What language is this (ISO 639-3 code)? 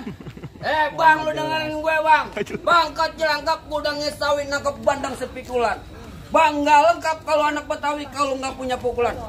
bew